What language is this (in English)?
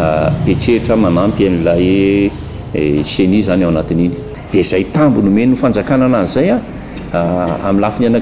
Malagasy